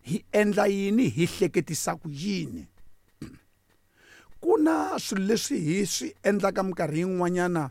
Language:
Tsonga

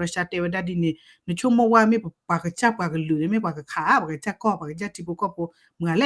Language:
S'gaw Karen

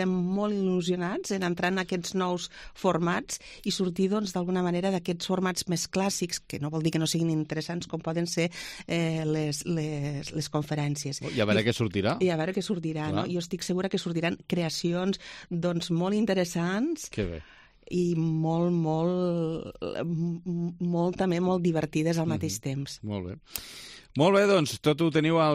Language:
Catalan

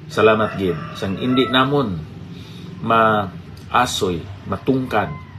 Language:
Hiligaynon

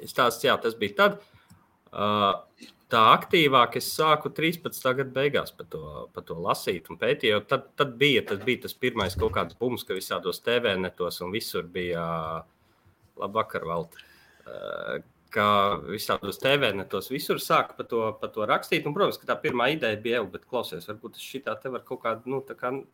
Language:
Latvian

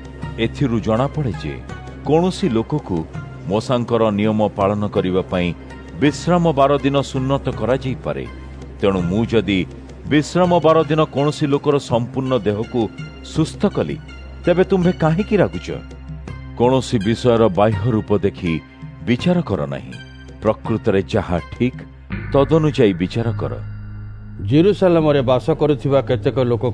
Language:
Odia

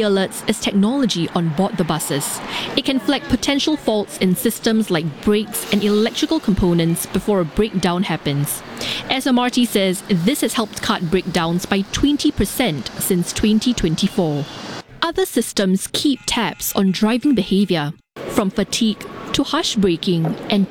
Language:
English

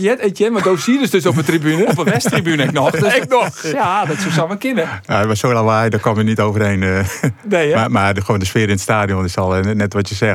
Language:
Western Frisian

